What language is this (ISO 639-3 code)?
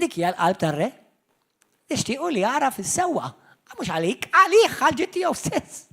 mlt